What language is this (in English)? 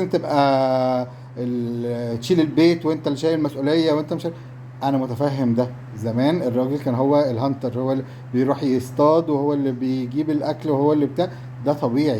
Egyptian Arabic